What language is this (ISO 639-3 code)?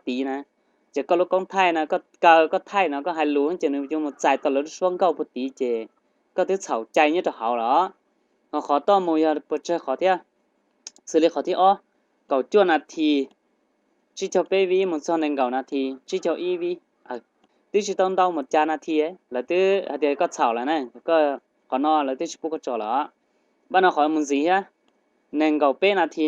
hmn